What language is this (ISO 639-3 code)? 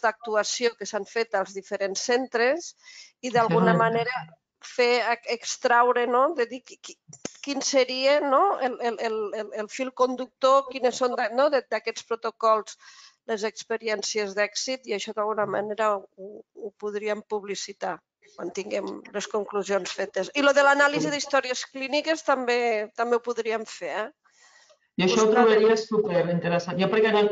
cat